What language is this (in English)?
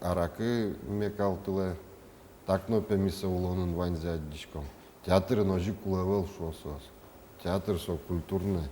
Udmurt